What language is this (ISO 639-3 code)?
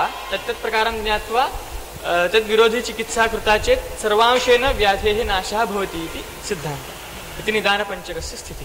san